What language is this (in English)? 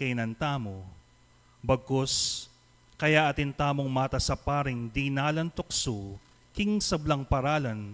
Pampanga